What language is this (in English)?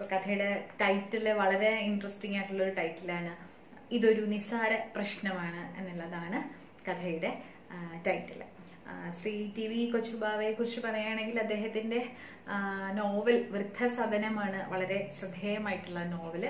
Malayalam